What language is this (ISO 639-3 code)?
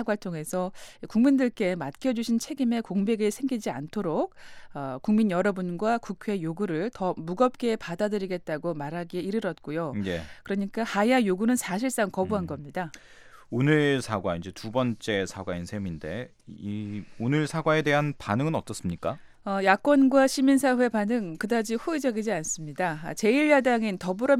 kor